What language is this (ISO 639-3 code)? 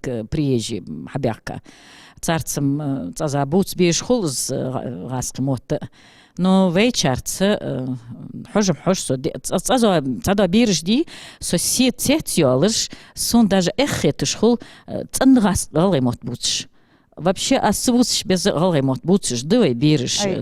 inh